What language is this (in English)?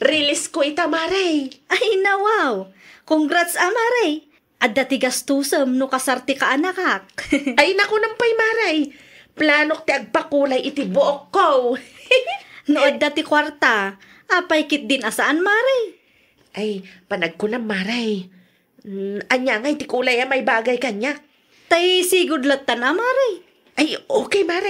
Iloko